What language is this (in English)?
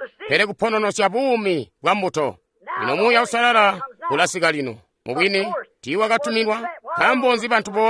Tonga (Zambia)